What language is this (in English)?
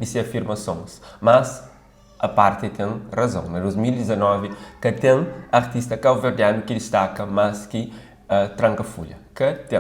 Kabuverdianu